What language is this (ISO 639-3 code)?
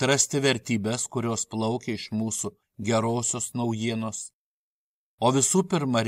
lit